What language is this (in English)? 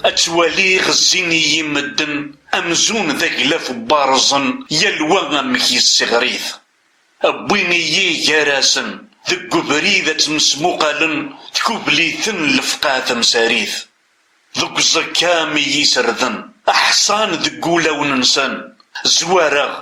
Kabyle